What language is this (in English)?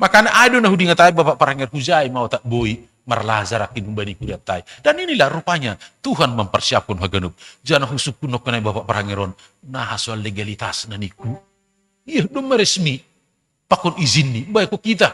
Batak Simalungun